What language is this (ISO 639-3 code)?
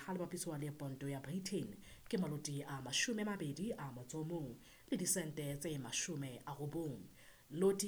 sot